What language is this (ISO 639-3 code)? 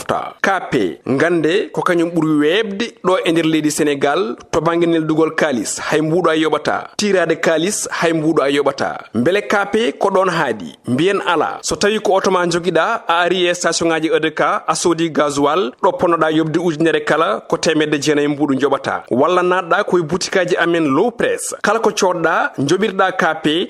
ful